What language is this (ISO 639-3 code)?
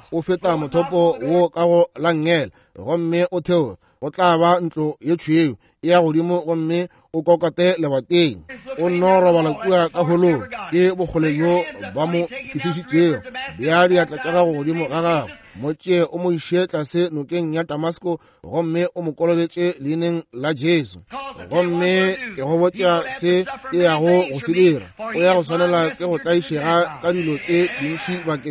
nso